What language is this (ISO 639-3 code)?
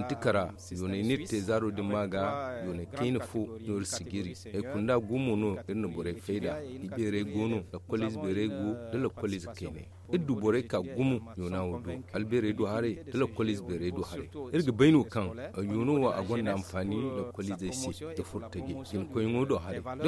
dje